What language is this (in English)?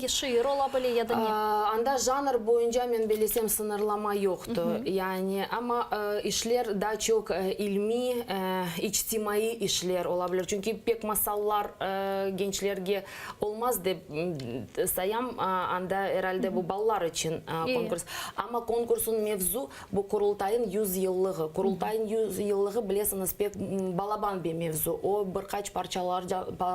Crimean Tatar